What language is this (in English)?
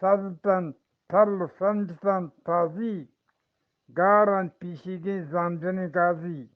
Eastern Balochi